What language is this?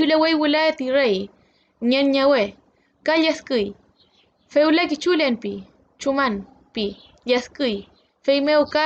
Mapuche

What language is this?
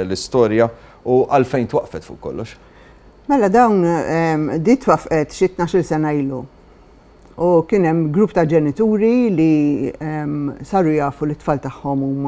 Maltese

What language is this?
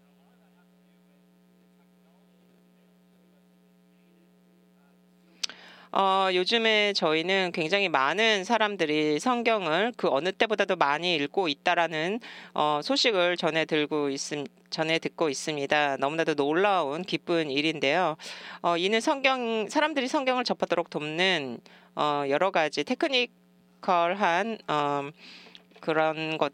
Korean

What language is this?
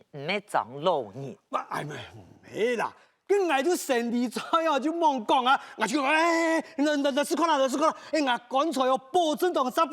Hakka Chinese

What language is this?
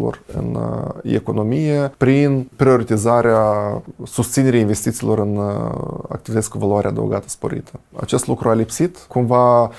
Romanian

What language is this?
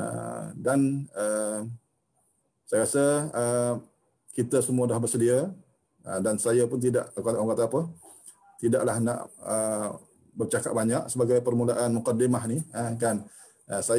Malay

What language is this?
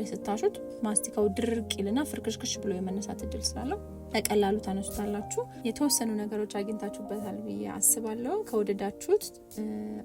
Amharic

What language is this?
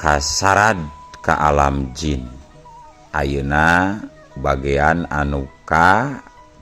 Sundanese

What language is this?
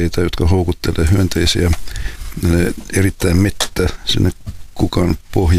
Finnish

